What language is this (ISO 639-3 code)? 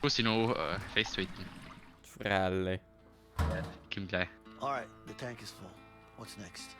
bar